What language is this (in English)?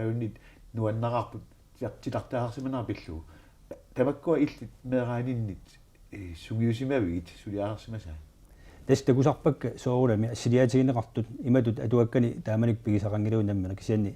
Kalaallisut